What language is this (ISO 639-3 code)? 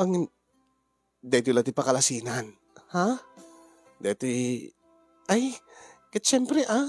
ilo